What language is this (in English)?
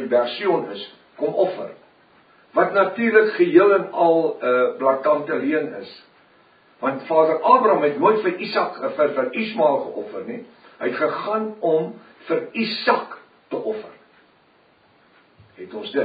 Afrikaans